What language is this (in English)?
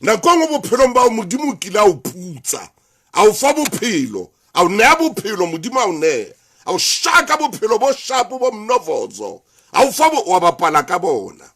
Southern Sotho